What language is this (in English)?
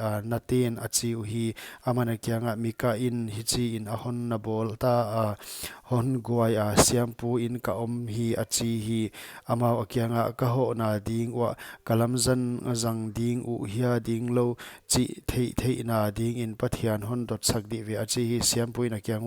Paite Chin